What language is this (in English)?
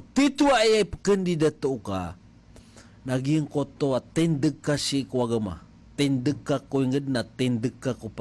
Maranao